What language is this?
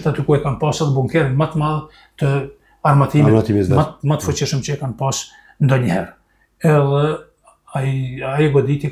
Albanian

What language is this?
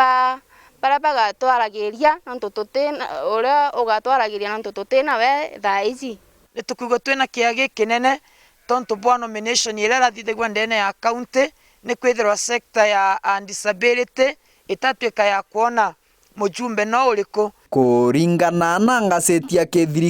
Meru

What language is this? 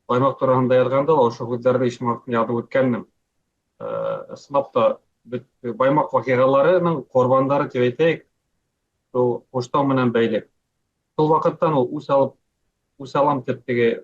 Bashkir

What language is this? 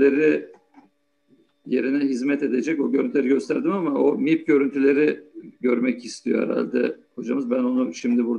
Turkish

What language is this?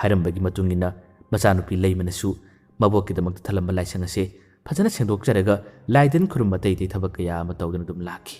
Manipuri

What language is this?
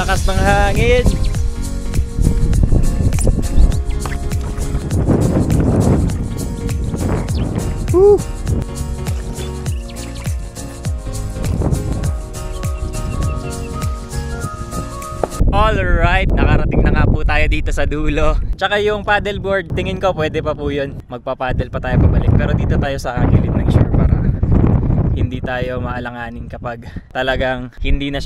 Filipino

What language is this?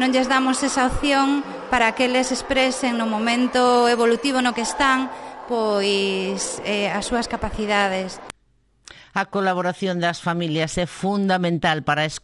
Galician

